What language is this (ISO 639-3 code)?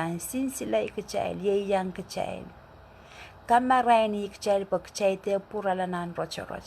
pon